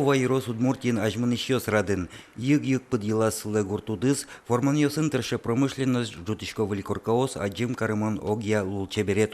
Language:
Udmurt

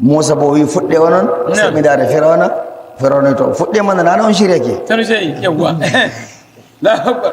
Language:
Nigerian Fulfulde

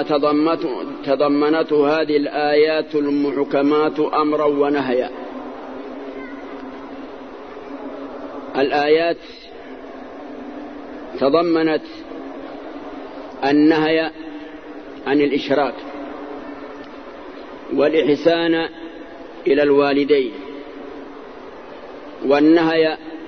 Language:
Arabic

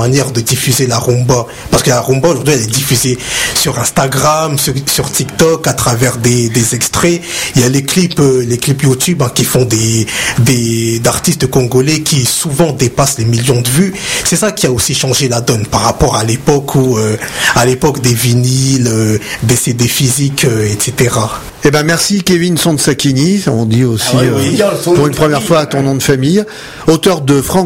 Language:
French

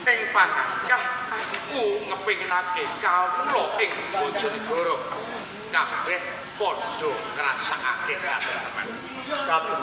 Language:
Javanese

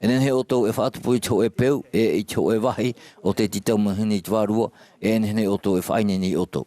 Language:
Tahitian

